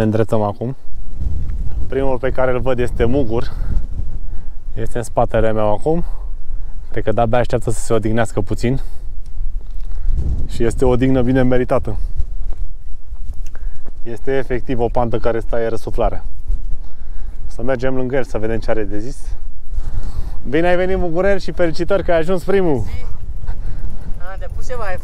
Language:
Romanian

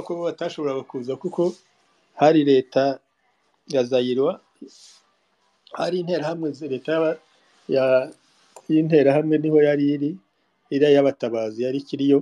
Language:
Kinyarwanda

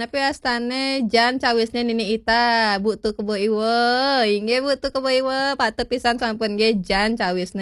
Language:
Balinese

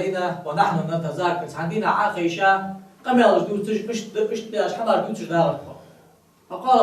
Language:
Ingush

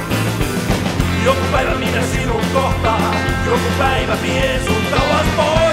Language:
Finnish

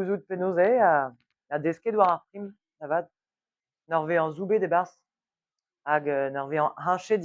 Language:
Breton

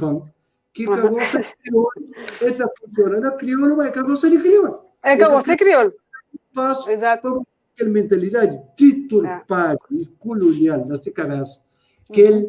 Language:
Kabuverdianu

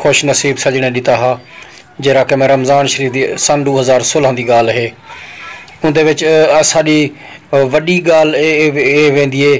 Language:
Saraiki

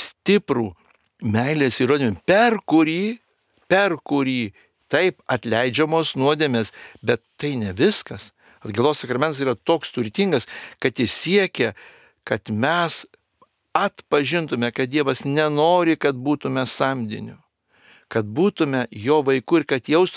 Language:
Lithuanian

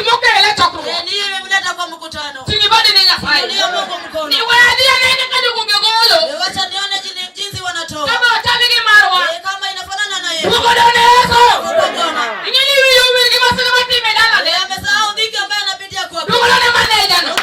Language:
Luo (Kenya and Tanzania)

